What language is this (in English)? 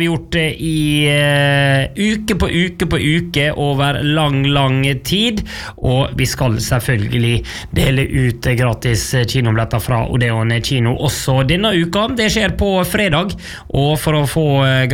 Norwegian